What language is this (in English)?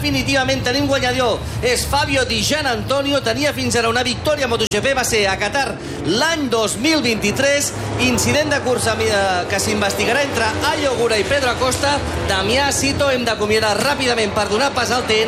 Catalan